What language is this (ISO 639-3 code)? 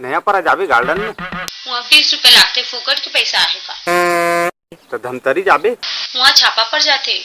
hne